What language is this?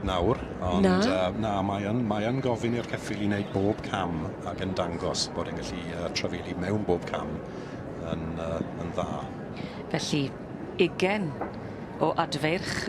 Welsh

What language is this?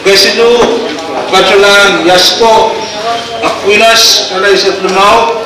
Pohnpeian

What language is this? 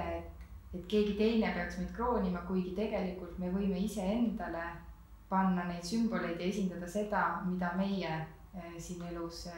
Estonian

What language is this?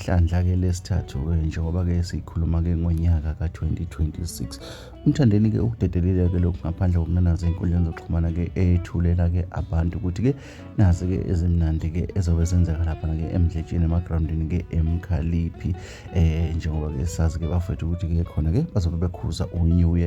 Zulu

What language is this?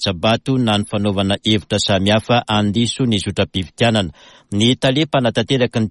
Malagasy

